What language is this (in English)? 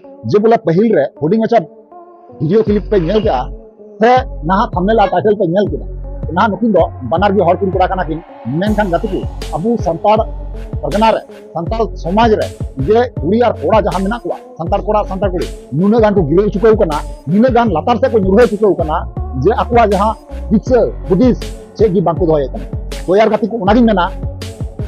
Santali